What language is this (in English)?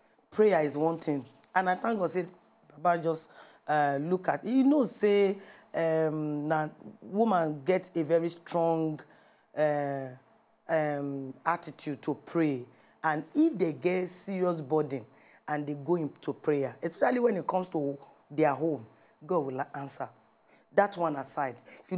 Nigerian Pidgin